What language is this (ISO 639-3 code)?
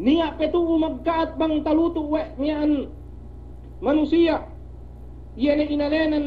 yka